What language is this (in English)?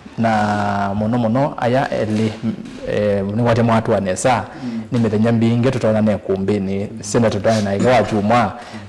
Kamba